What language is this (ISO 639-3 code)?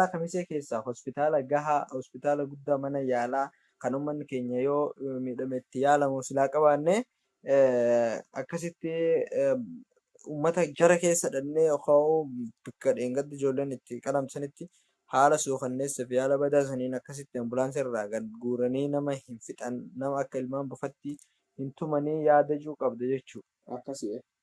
orm